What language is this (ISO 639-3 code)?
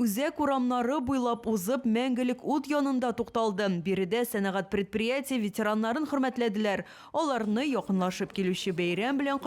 tat